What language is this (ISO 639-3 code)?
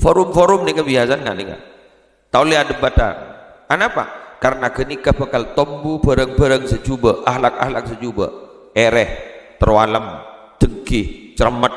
mad